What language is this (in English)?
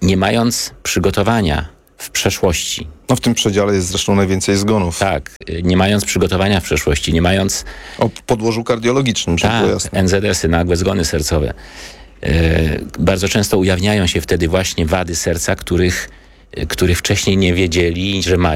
Polish